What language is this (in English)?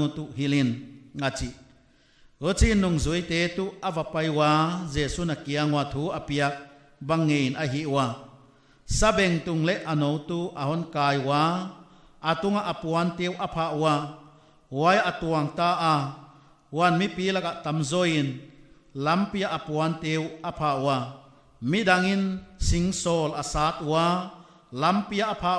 Paite Chin